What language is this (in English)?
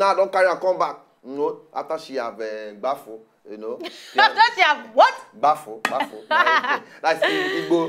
Nigerian Pidgin